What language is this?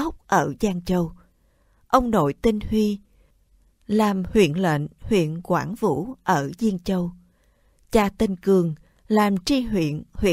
Vietnamese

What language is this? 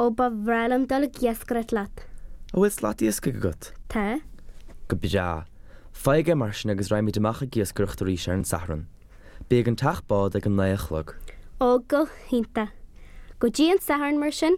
Irish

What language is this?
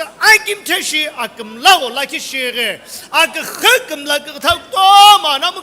Sumi Naga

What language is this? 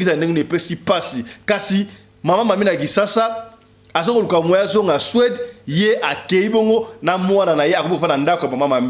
Lingala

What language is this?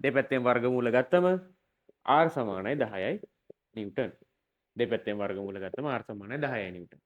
Sinhala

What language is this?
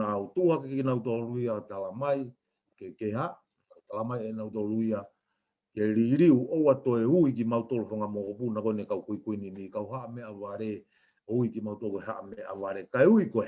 Tongan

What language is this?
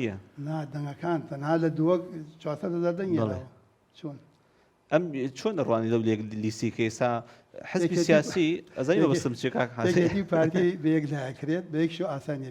Central Kurdish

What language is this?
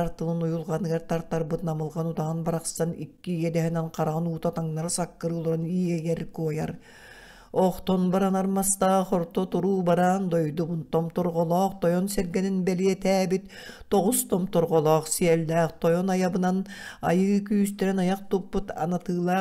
Yakut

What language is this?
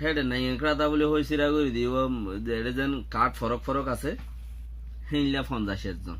Rohingya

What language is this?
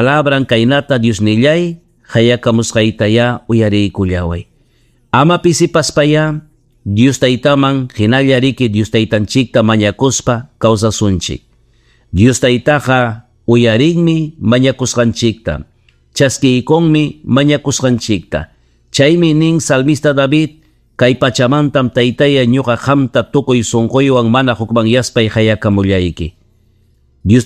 Ayacucho Quechua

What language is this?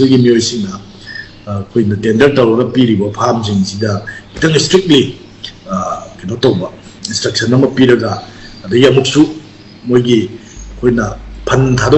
Manipuri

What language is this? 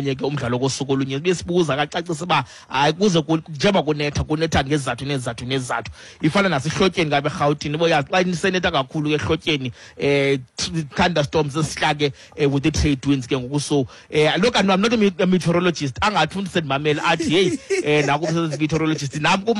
Xhosa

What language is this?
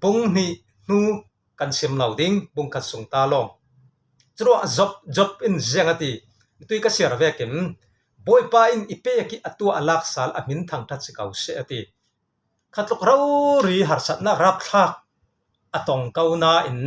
Falam Chin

